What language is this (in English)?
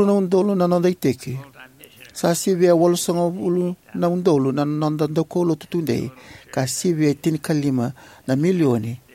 Fijian